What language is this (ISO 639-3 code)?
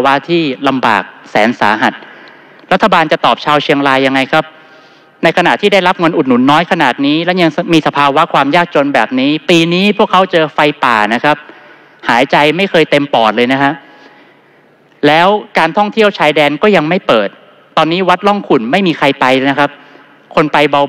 tha